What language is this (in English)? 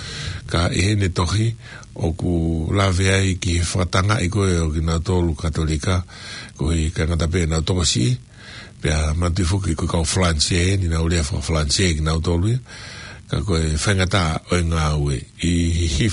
Tongan